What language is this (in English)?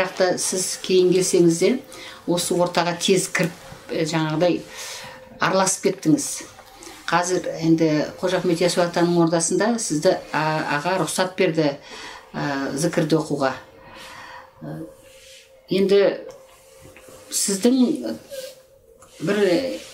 Kazakh